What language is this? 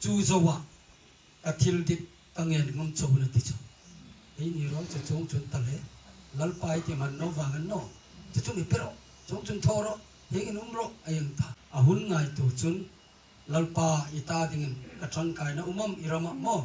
Hmar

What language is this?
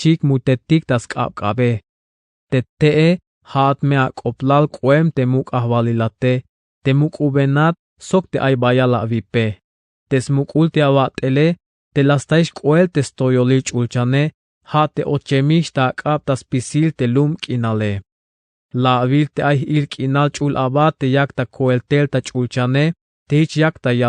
Tzeltal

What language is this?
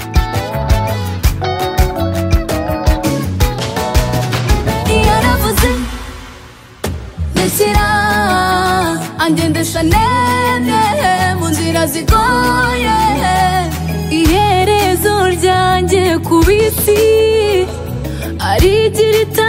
Kinyarwanda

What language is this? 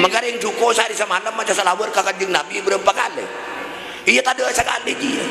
Madurese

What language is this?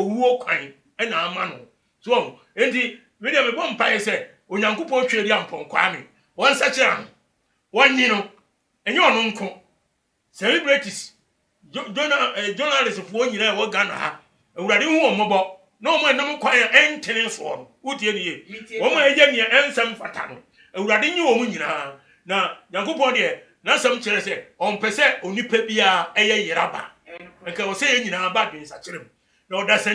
Akan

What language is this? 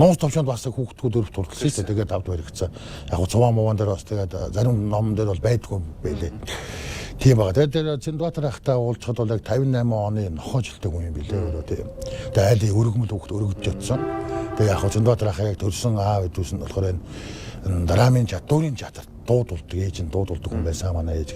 Mongolian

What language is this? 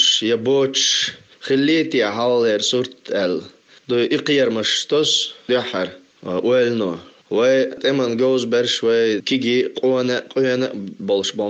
Chechen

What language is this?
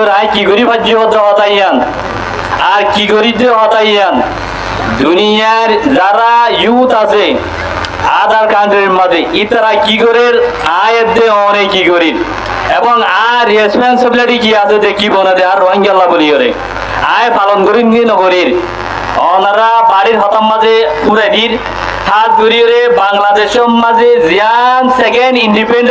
Rohingya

